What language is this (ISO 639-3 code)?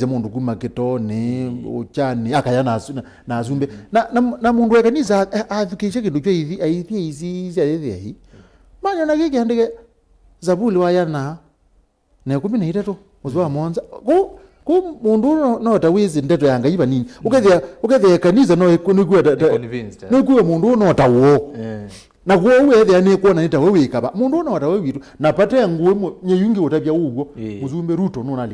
kam